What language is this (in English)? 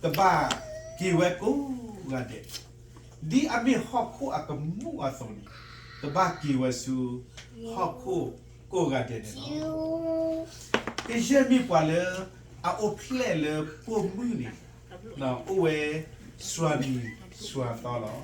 S'gaw Karen